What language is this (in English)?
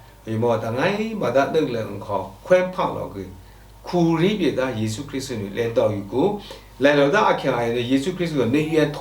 Lashi